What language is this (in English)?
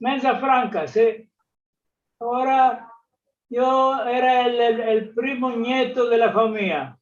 Ladino